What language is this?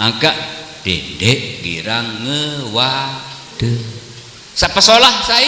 Sasak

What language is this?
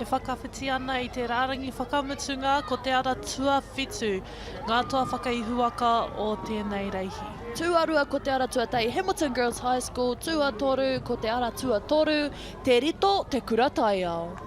Māori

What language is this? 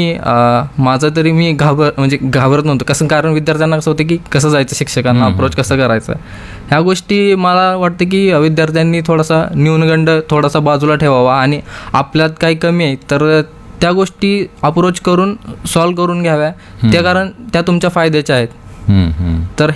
Marathi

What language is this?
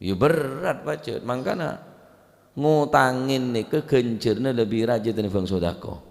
Madurese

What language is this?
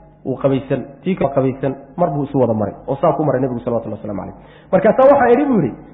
Somali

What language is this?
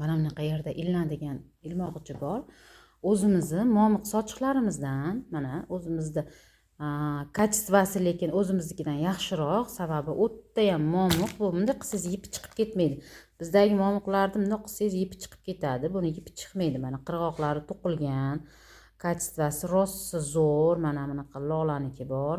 Uzbek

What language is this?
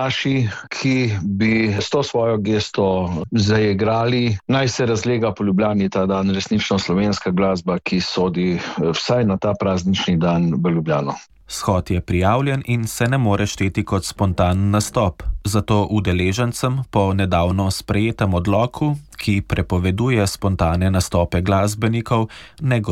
Slovenian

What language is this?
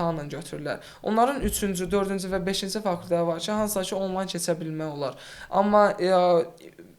Azerbaijani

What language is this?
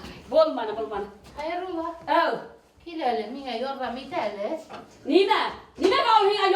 Bashkir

